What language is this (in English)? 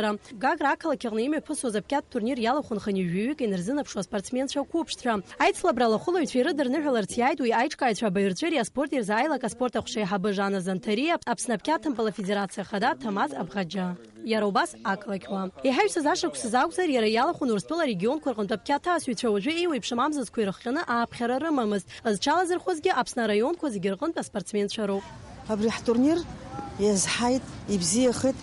Abkhazian